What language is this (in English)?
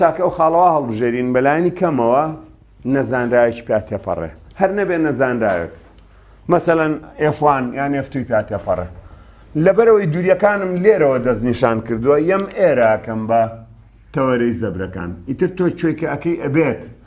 Central Kurdish